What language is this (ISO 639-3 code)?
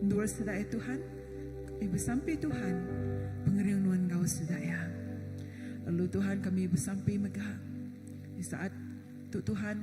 iba